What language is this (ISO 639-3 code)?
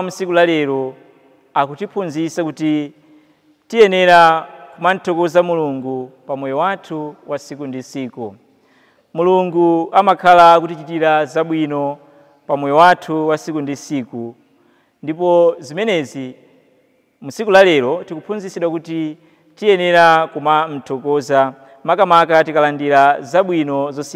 nya